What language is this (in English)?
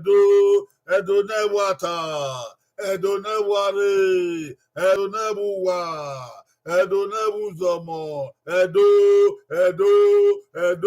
Bini